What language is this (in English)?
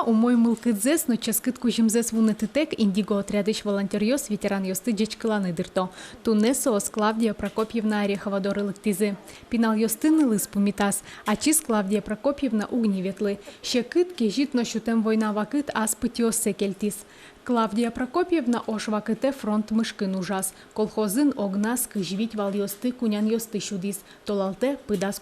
Udmurt